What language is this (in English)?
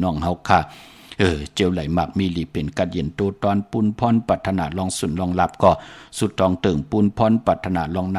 Shan